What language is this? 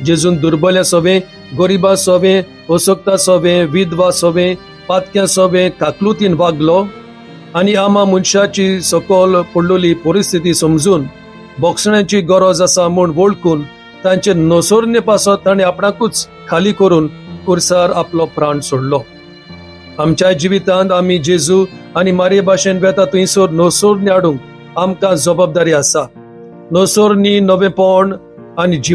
Konkani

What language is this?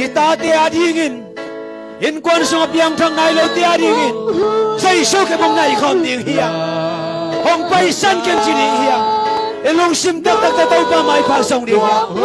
Tedim Chin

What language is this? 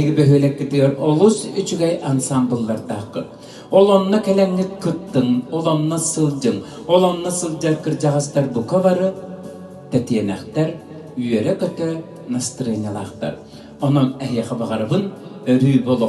Yakut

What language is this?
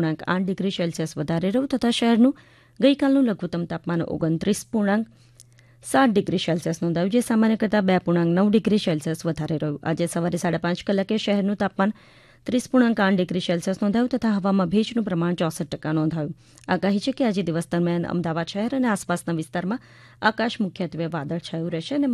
Gujarati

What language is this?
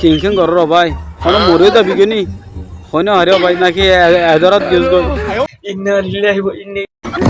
Rohingya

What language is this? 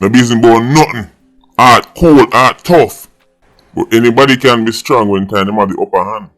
Jamaican Creole English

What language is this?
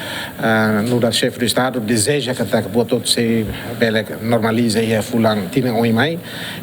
Tetum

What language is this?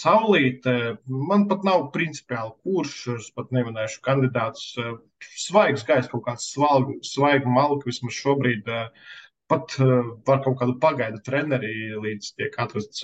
Latvian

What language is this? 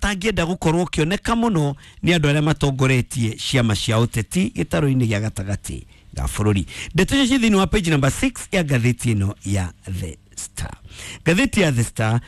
Kikuyu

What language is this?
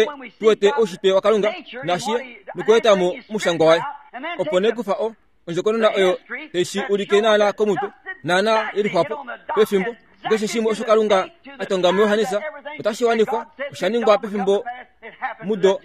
Kuanyama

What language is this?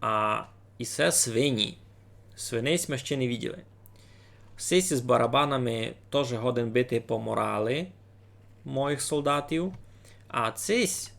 Rusyn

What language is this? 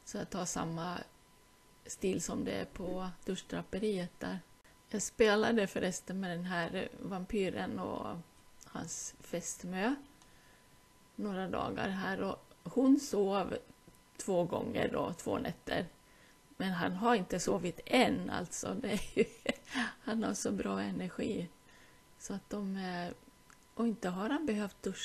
Swedish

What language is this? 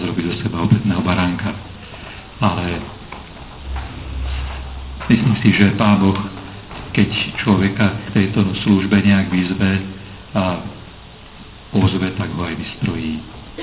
Slovak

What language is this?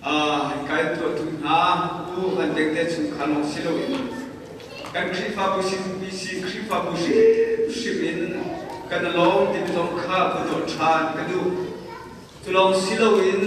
Hakha Chin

